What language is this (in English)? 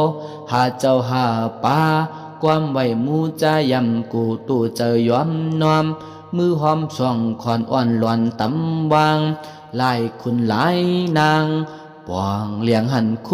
Shan